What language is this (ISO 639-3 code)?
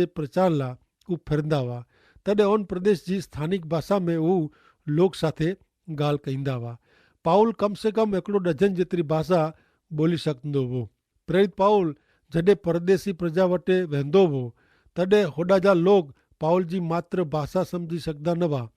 kfr